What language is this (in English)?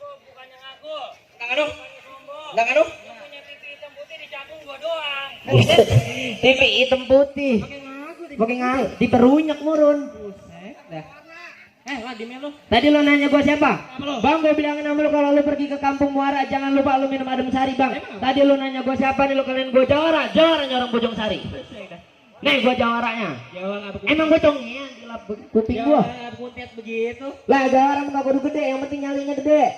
Betawi